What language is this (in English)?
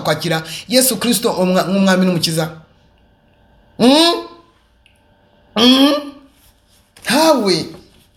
Kinyarwanda